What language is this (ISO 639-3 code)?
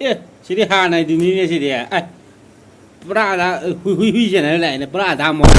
mni